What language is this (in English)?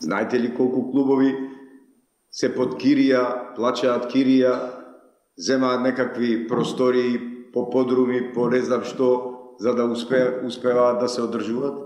Macedonian